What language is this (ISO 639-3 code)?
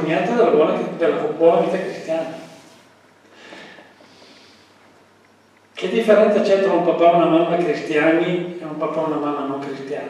ita